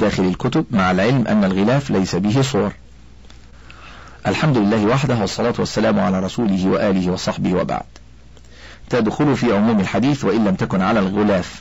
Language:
Arabic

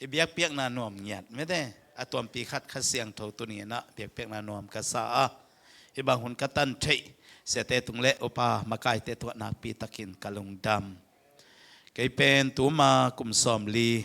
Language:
Tedim Chin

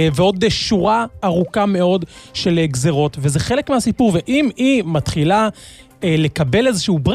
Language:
Hebrew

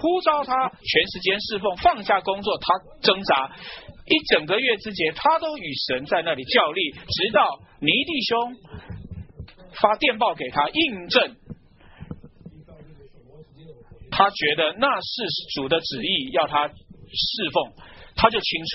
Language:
Chinese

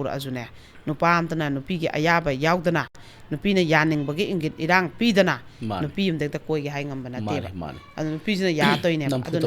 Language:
Manipuri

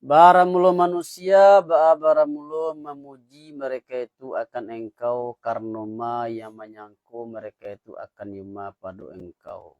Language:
Minangkabau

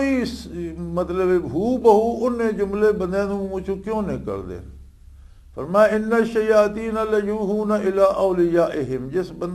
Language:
Western Panjabi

